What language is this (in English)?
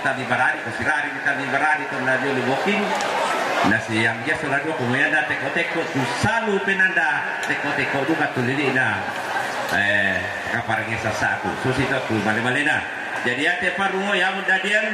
Toraja-Sa'dan